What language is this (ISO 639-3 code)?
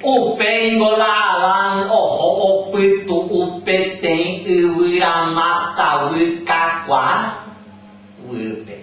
grn